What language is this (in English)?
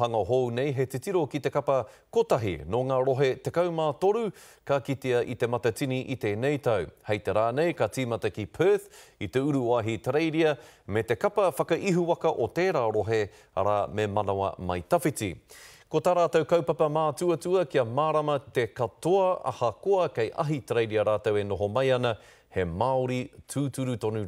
Māori